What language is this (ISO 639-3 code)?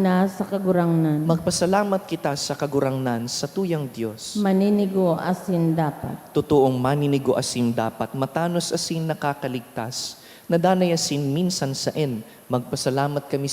bik